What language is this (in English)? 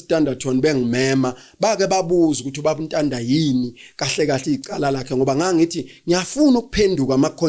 Zulu